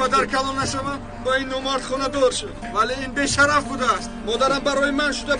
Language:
Tajik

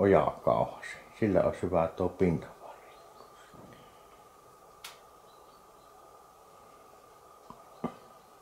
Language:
Finnish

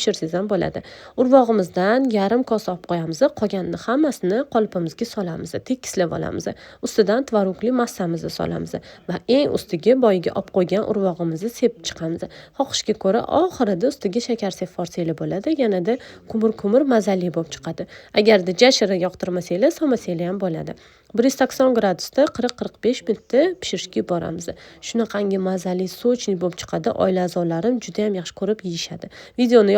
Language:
Uzbek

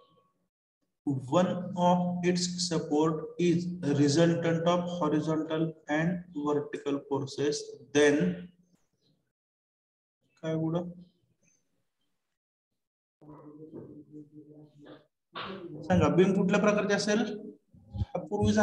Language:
Marathi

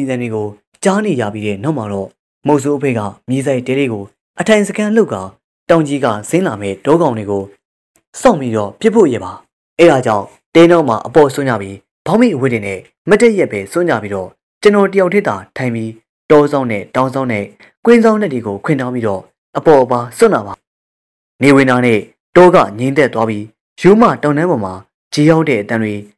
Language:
Burmese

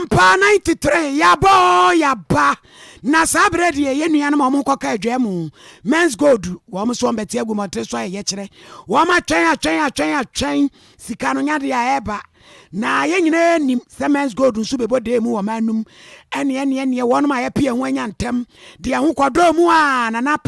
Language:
Akan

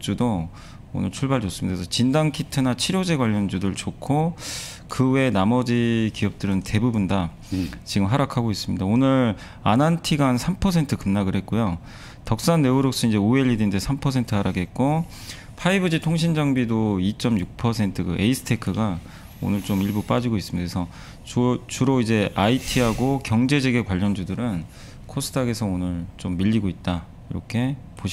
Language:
Korean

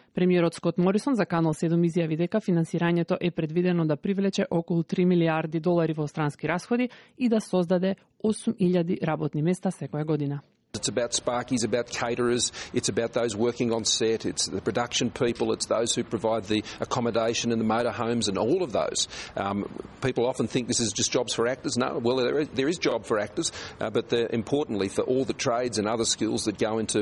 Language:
Macedonian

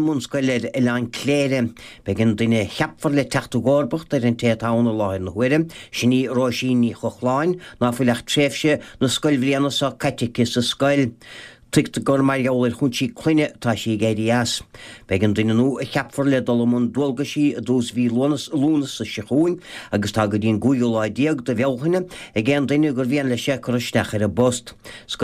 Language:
Irish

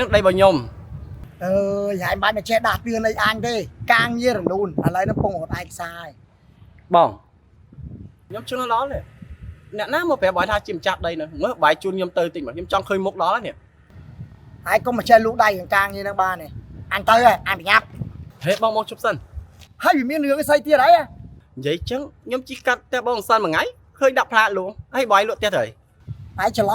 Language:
Khmer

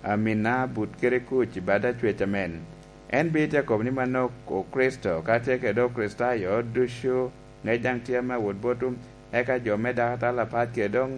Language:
Lango (Uganda)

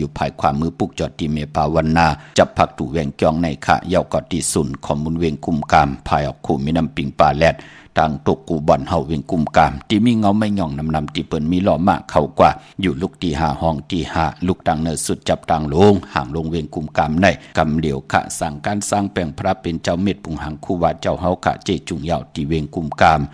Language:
Shan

